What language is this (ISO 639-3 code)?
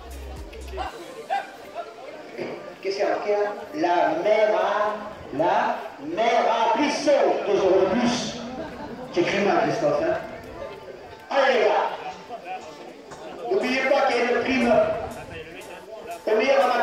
fra